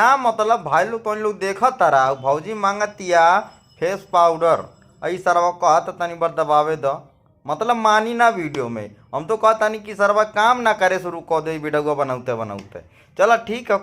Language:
Bhojpuri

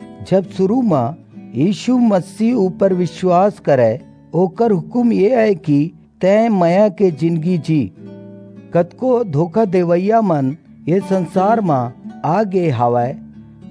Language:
Chhattisgarhi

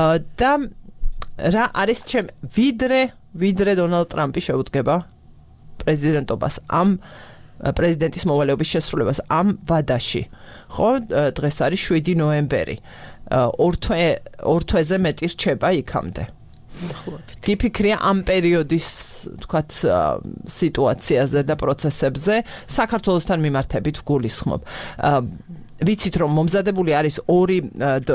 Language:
Georgian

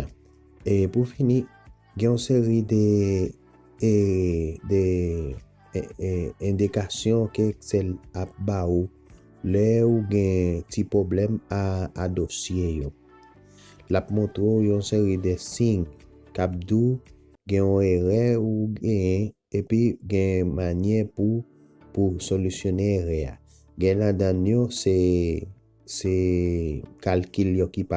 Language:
Haitian Creole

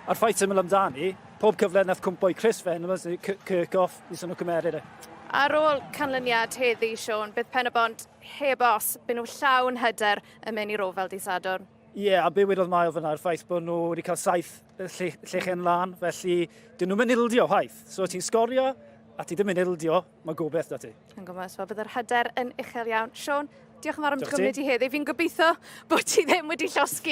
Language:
Welsh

